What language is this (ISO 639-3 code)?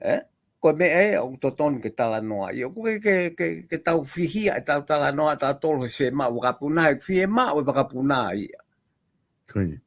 ton